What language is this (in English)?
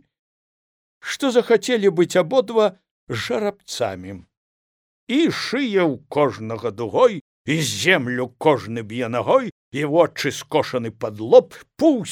Belarusian